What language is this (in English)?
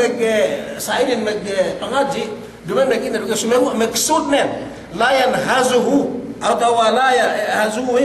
Yakan